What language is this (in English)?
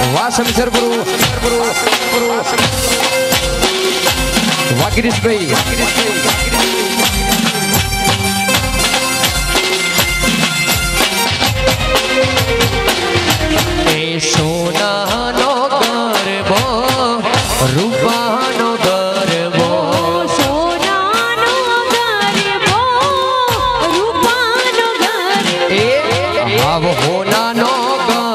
Gujarati